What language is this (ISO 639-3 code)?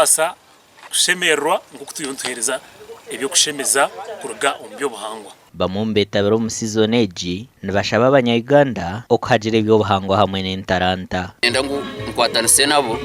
nyn